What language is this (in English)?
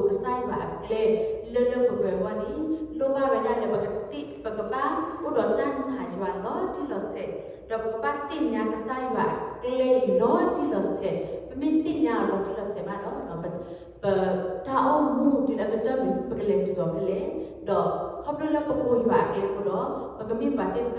S'gaw Karen